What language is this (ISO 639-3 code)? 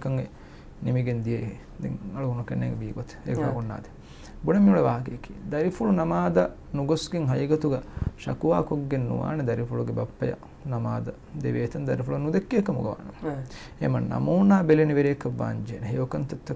div